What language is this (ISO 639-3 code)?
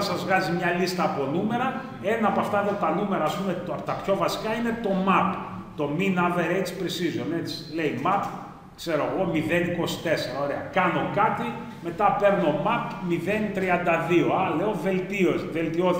ell